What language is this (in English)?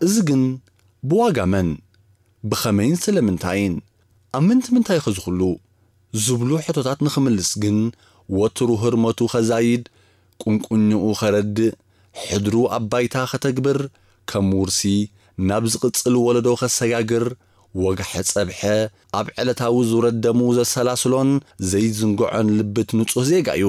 Tigrinya